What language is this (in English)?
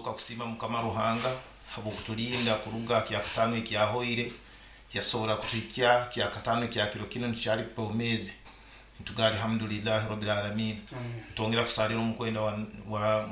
Nyoro